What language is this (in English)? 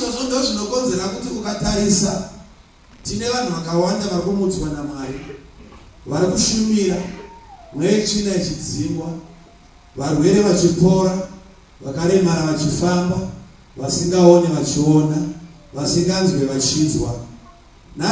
Shona